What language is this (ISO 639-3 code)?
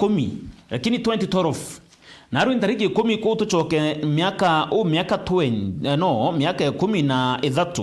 mer